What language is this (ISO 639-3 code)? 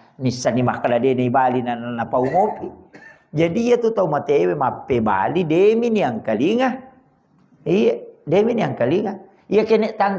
bug